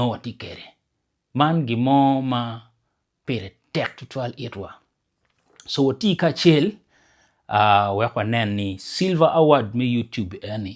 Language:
Acoli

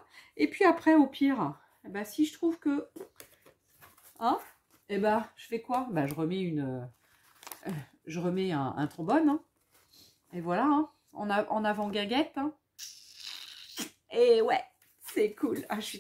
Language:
French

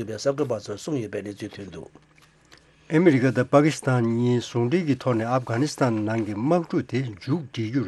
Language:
Tibetan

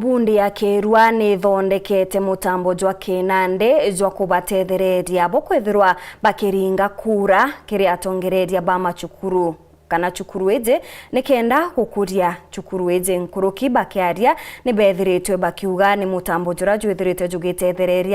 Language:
Meru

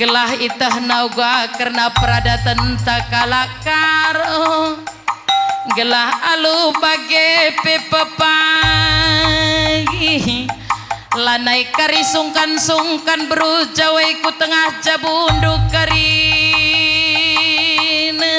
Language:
Batak Karo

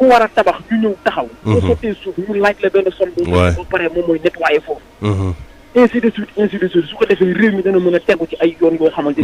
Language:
Wolof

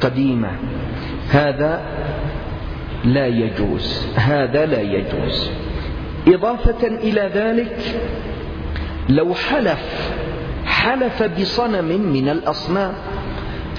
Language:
Arabic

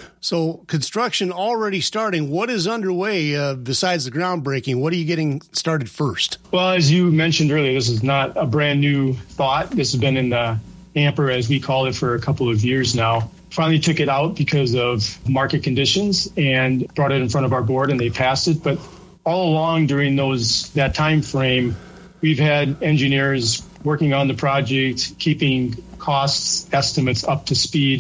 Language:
English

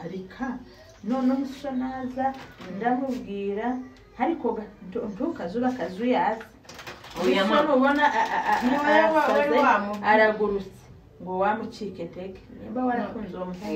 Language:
Kinyarwanda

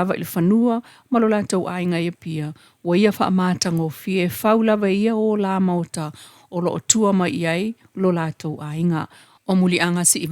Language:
Samoan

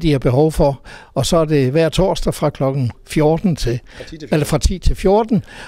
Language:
Danish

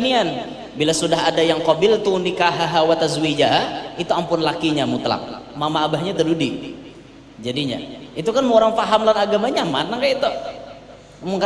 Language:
Banjar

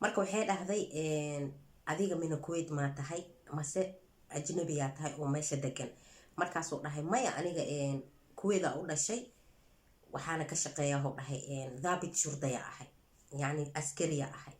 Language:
Somali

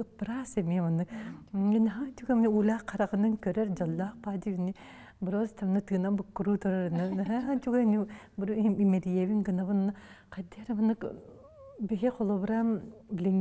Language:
Yakut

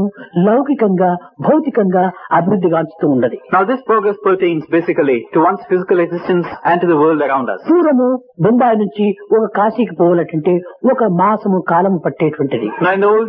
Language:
Telugu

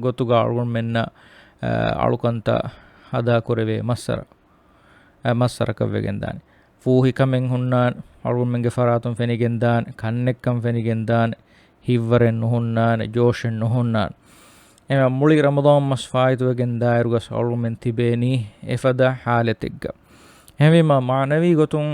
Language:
Divehi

